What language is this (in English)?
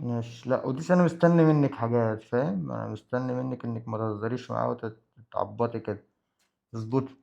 Egyptian Arabic